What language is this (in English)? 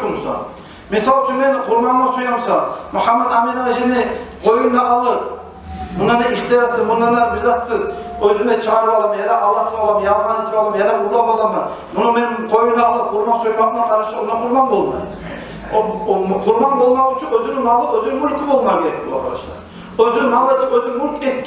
Kumyk